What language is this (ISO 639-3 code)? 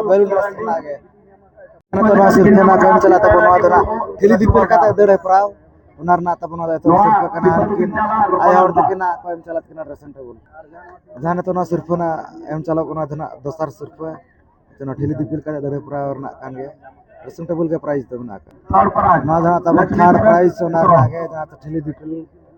sat